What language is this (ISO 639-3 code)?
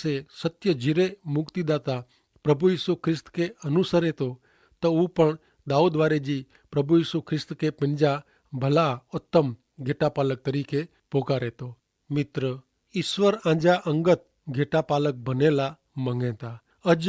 kfr